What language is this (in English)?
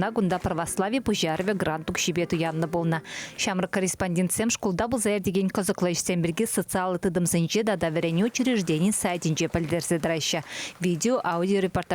Chuvash